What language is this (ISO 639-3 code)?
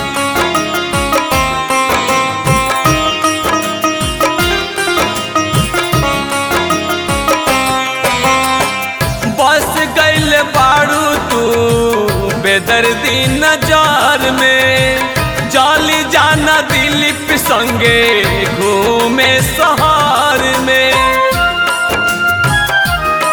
bho